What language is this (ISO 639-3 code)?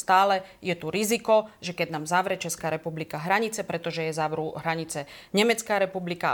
slk